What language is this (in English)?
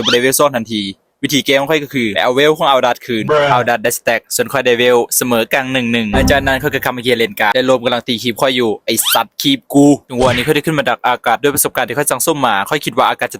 Lao